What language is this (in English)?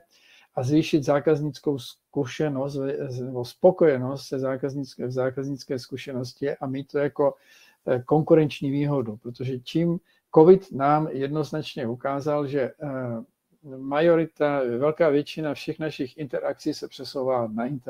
Czech